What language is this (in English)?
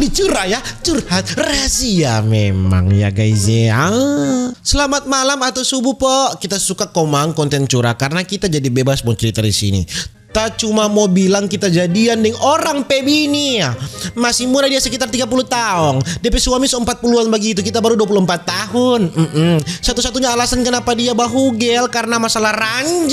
Manado Malay